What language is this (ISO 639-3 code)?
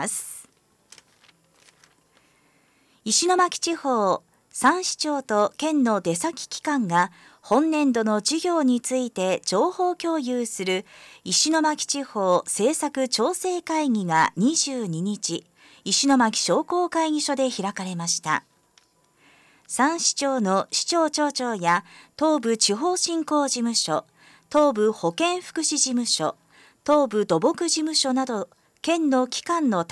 jpn